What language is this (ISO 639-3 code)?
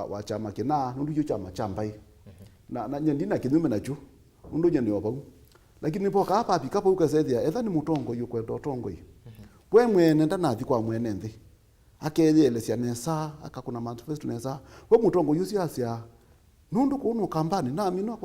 kam